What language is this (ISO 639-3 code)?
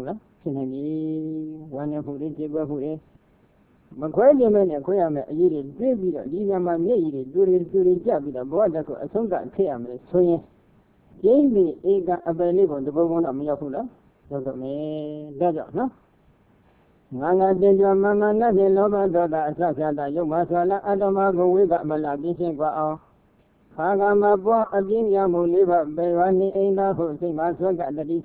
mya